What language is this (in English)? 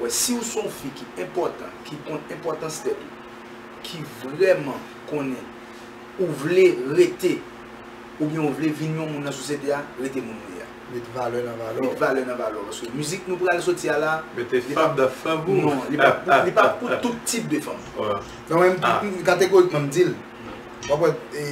Haitian Creole